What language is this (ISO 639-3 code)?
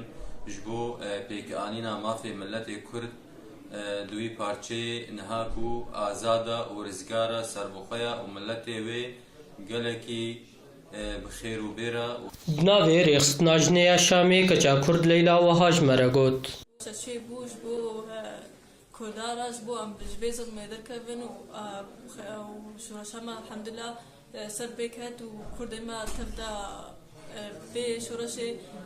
kur